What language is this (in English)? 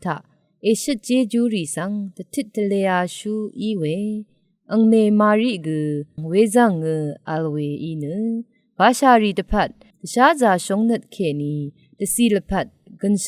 Rawang